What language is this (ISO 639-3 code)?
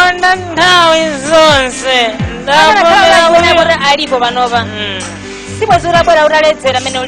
nya